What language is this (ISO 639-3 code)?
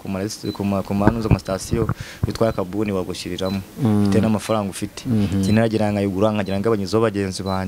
kin